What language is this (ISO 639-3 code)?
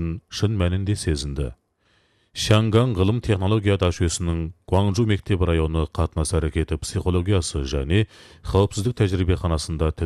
kaz